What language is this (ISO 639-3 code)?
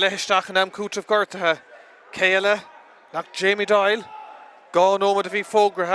gle